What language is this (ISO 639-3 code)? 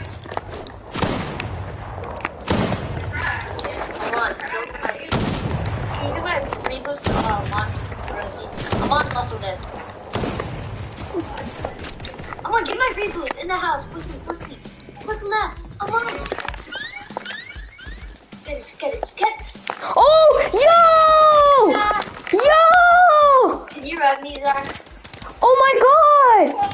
eng